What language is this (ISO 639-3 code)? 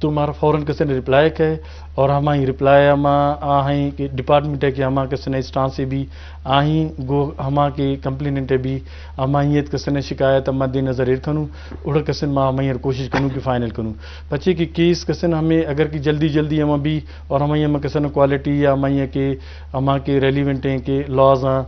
bgp